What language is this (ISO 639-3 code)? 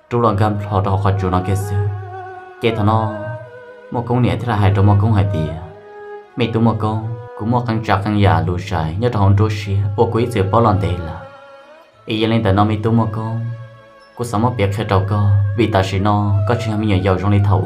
hmn